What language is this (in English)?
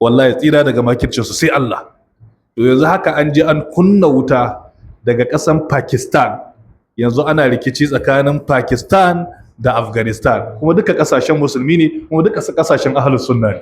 Hausa